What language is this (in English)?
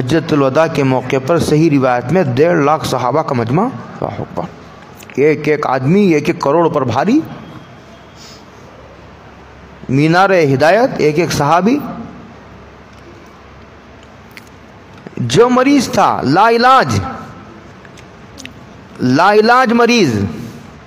Urdu